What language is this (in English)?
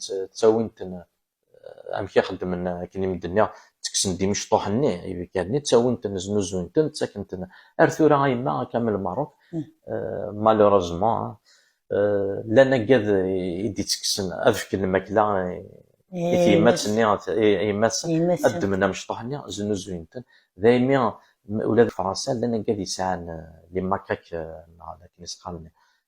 Kabyle